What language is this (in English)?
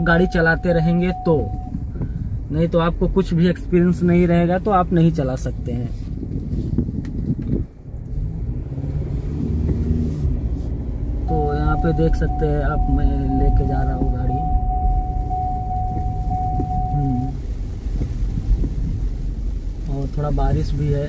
Hindi